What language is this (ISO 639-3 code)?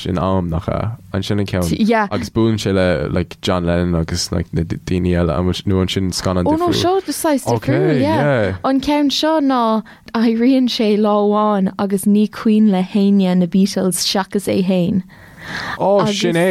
gle